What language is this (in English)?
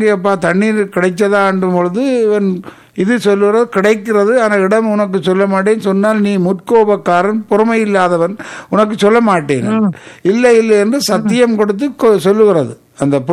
Tamil